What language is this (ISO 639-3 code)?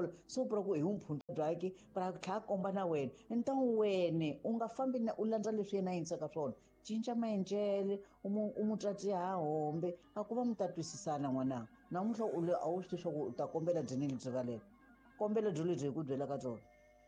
tso